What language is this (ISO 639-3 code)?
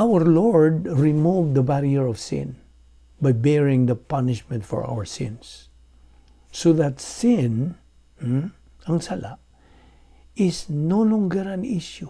ceb